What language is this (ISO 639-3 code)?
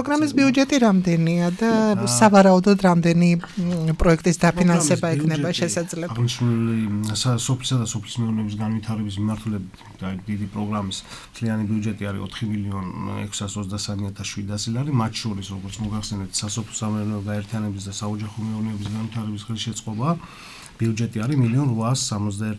kat